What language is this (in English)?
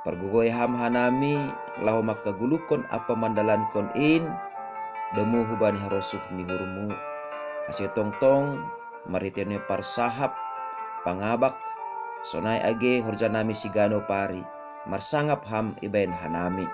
Batak Simalungun